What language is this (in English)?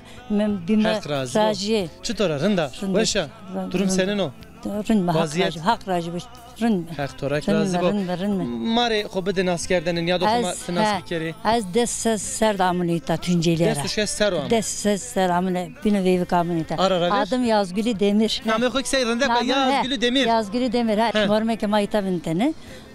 Zaza